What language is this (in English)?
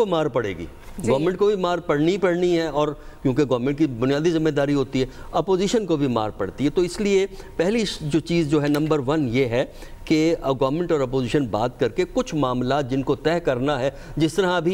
Urdu